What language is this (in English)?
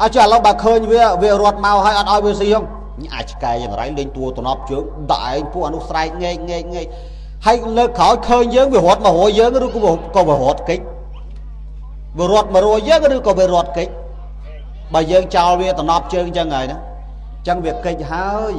Khmer